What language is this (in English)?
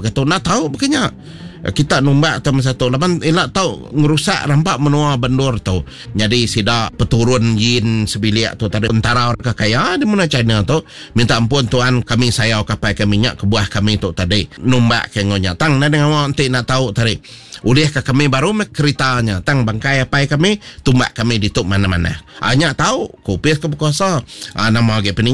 Iban